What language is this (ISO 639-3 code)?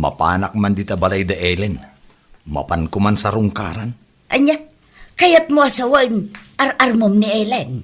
ilo